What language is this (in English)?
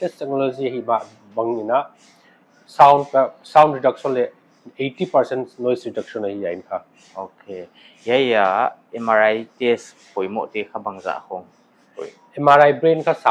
Paite Chin